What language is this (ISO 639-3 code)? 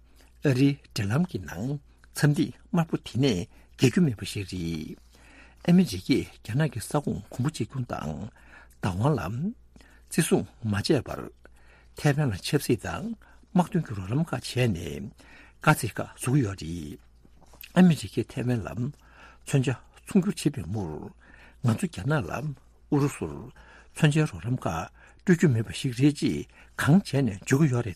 bod